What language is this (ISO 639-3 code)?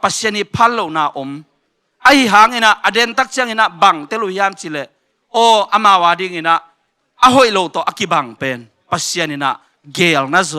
ctd